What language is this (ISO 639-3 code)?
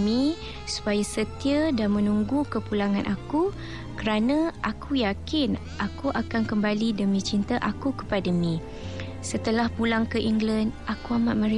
msa